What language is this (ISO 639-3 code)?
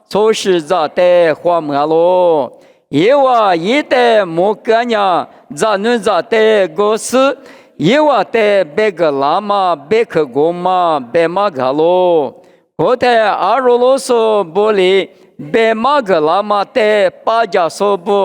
lis